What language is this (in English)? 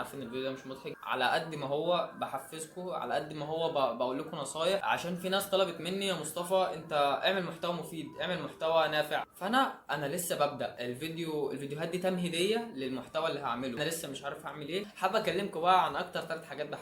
Egyptian Arabic